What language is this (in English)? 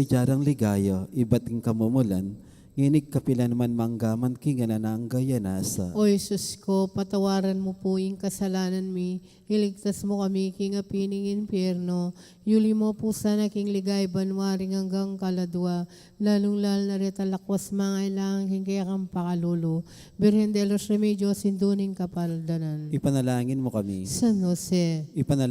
Pampanga